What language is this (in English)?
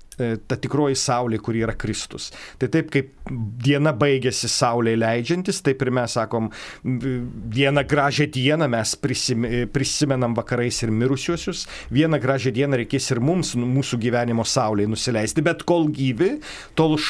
Lithuanian